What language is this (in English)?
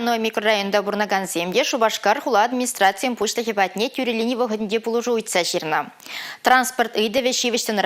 Chuvash